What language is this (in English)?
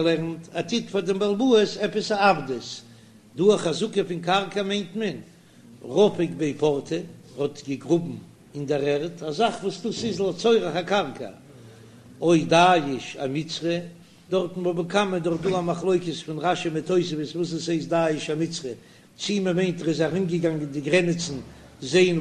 Yiddish